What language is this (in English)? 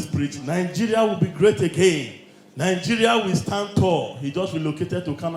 Nigerian Pidgin